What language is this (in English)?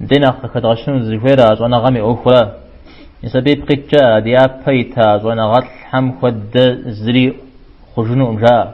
Kabardian